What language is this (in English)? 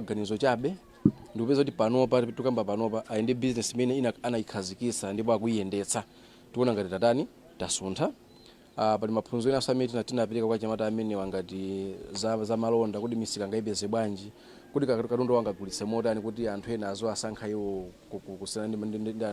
Nyanja